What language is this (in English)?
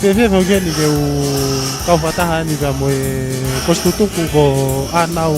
Tongan